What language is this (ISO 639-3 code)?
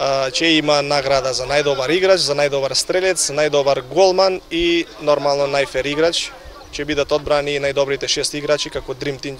mkd